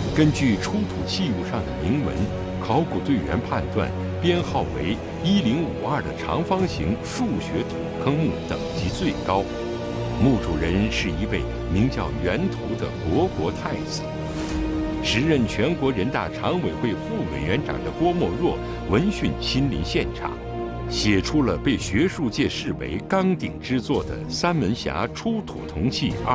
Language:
Chinese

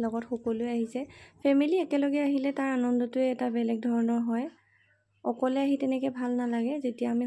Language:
Assamese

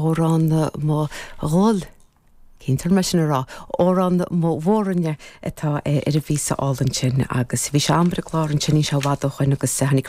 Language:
Irish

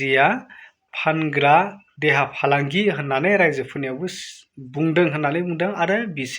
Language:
Bodo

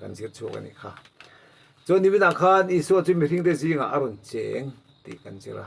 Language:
Mizo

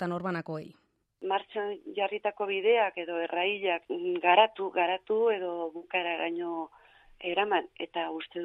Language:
Basque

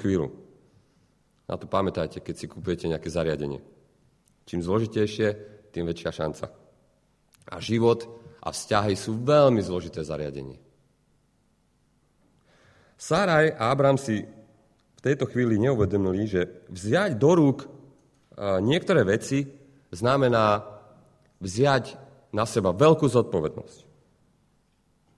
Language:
Slovak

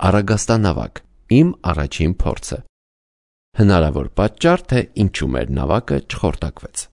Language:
Armenian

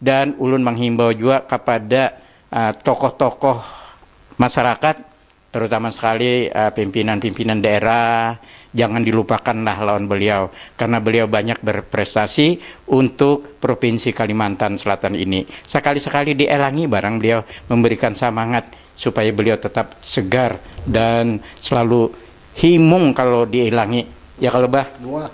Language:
Banjar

